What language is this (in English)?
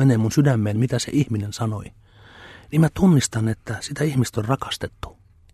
Finnish